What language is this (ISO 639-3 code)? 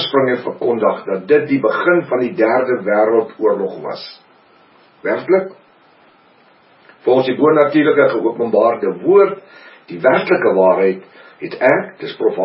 afr